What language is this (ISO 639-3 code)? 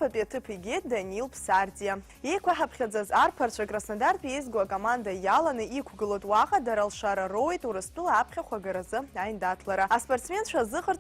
abk